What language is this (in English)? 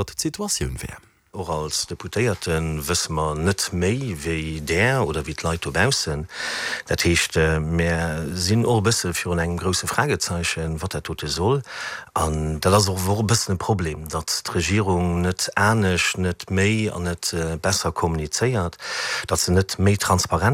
Luxembourgish